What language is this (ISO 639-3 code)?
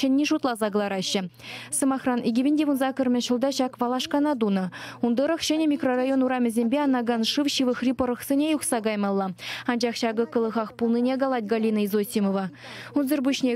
chv